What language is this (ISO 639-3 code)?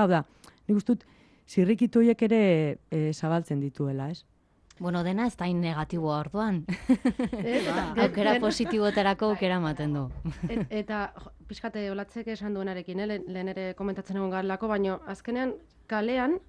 eus